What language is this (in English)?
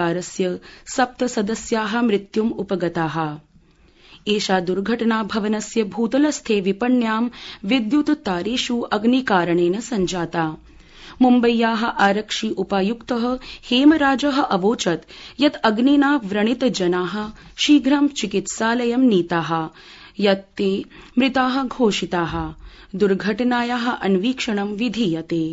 Sanskrit